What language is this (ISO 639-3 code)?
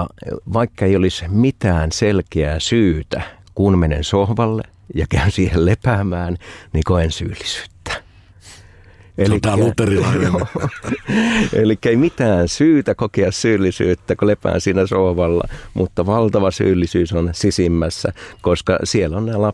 fin